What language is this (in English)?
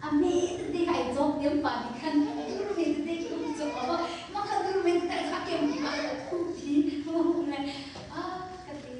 Hakha Chin